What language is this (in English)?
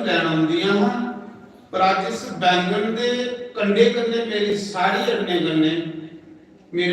Dogri